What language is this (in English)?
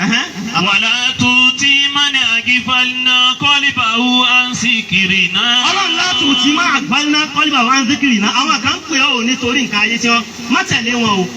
Yoruba